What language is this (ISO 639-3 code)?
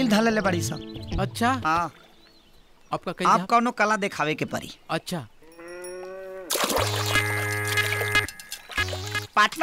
bho